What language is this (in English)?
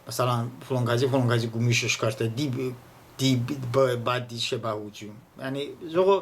Talysh